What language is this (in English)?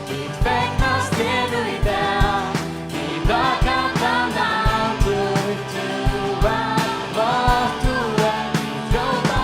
Faroese